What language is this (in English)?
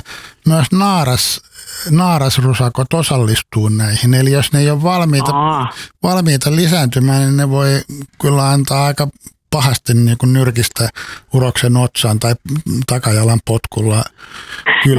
Finnish